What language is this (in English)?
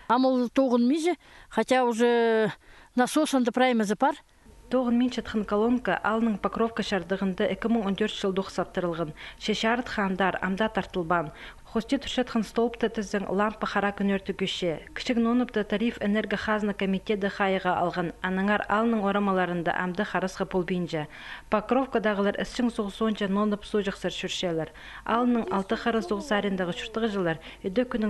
Khakas